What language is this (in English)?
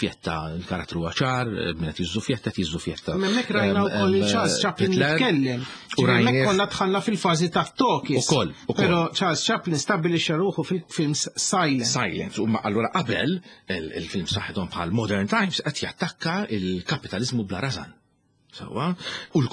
Maltese